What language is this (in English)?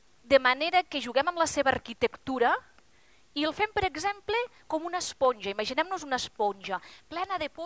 Catalan